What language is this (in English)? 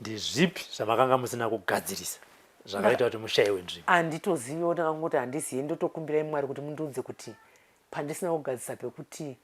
Shona